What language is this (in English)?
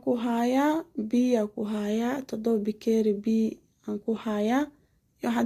Somali